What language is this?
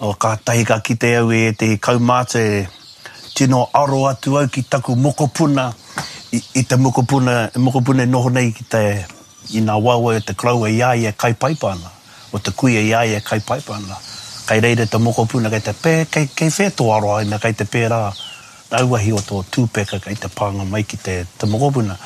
Māori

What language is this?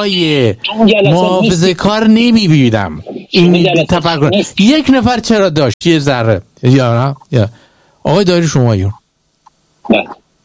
Persian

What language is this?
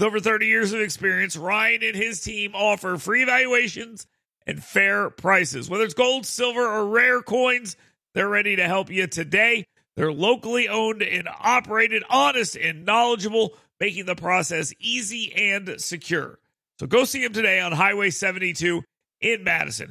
English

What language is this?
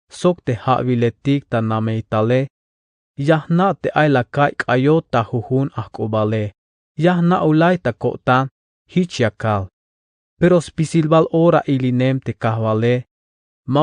Tzeltal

